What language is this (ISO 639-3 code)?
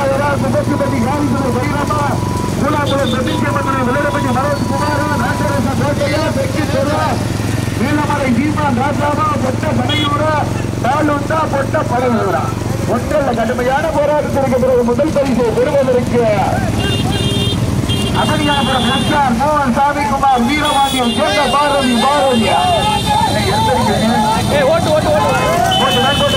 tam